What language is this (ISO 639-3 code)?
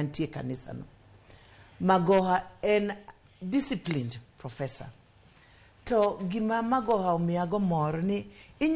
luo